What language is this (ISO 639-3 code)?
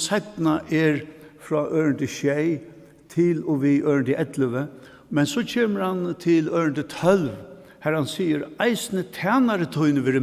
fao